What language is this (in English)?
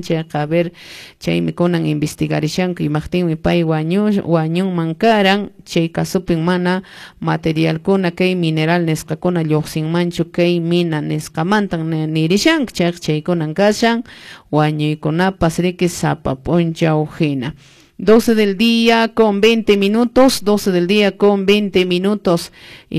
Quechua